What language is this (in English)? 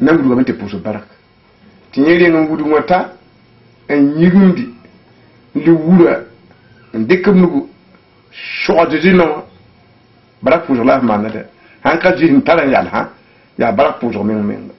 Mossi